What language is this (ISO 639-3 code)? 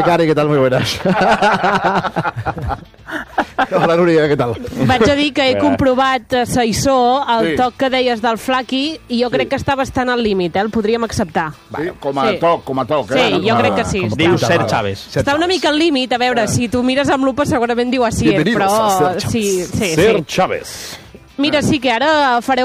cat